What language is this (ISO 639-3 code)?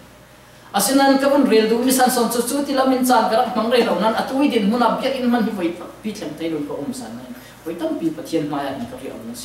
cfm